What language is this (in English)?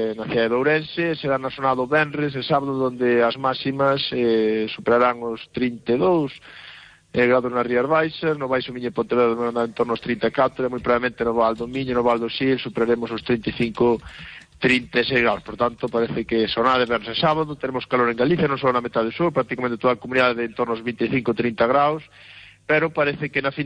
Galician